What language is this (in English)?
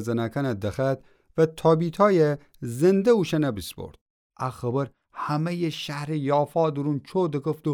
Gilaki